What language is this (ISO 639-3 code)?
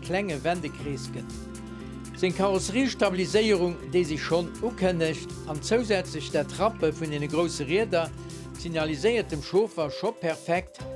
ltz